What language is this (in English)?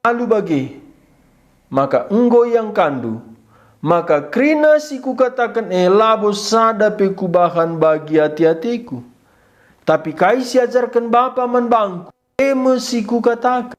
Batak Karo